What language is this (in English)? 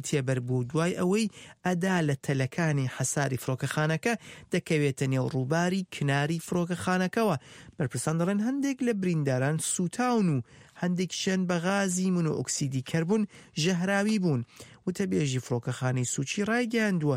Central Kurdish